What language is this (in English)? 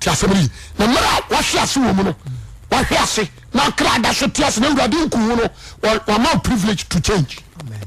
Akan